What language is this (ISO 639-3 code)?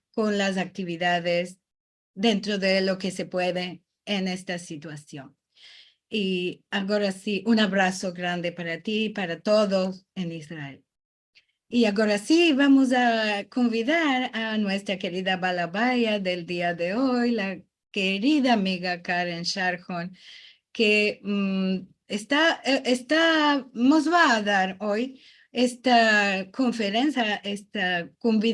lad